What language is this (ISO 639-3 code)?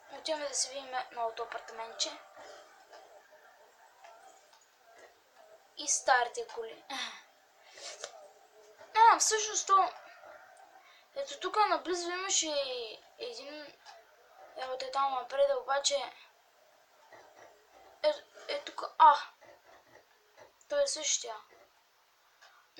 bul